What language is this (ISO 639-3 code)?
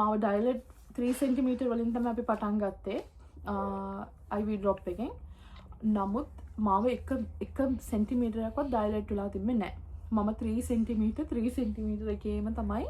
sin